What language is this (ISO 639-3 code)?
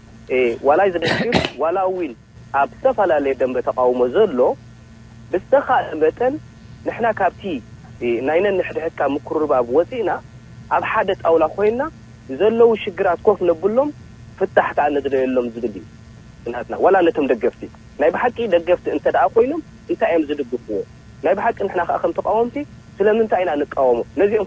tir